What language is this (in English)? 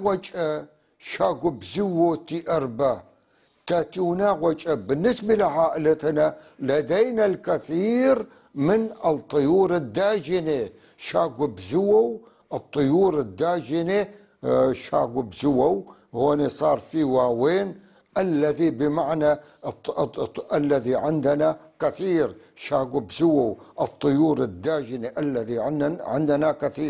North Levantine Arabic